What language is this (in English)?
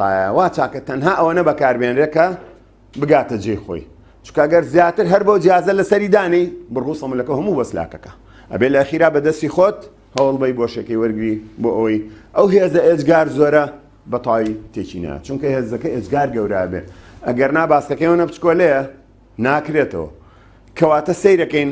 Central Kurdish